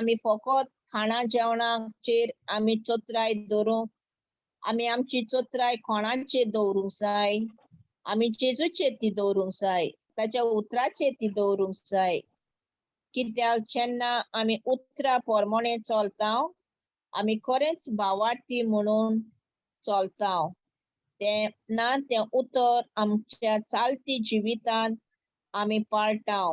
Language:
Konkani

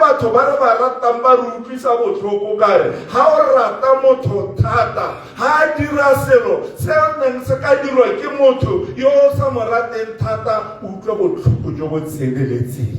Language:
Tswana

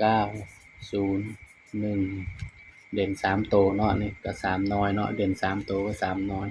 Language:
Northeastern Thai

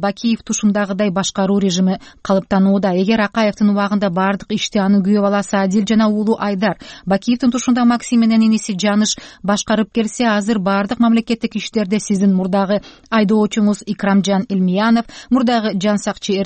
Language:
Kyrgyz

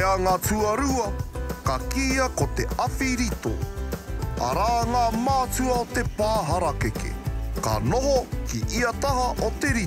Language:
Māori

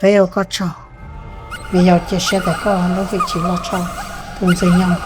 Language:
Hmong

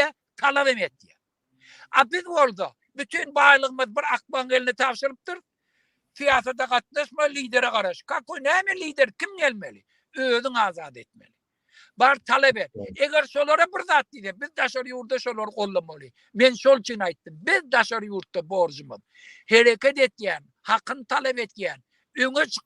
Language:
Turkmen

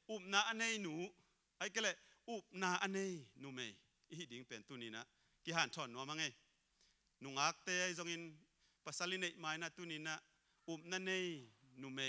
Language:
Tedim Chin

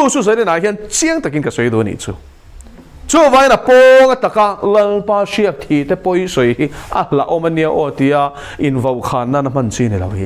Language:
Mizo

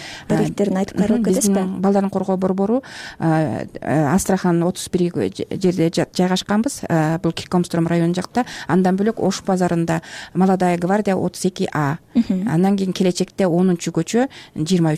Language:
Kyrgyz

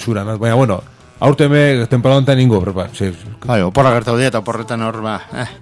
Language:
Basque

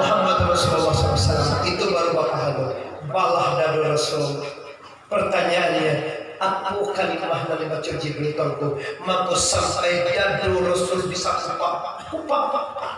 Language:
Minangkabau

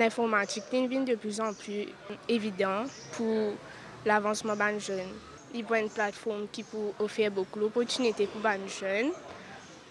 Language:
Morisyen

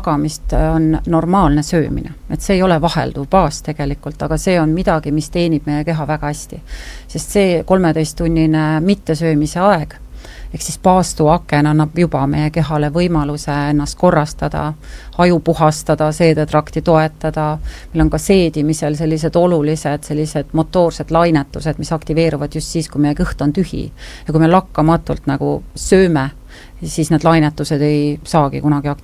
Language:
Estonian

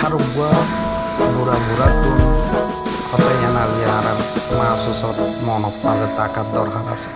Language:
Rohingya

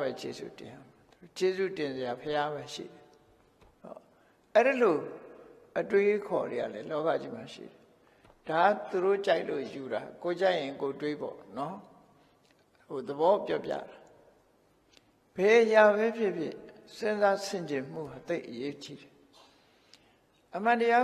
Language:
Burmese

